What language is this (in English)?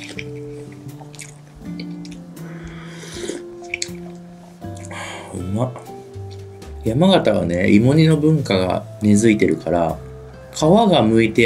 Japanese